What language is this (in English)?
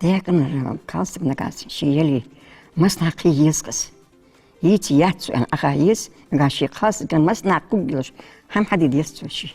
Ingush